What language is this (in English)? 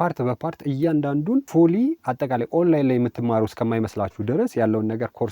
Amharic